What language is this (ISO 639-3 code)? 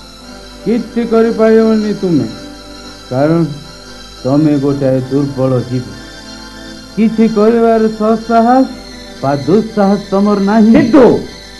ori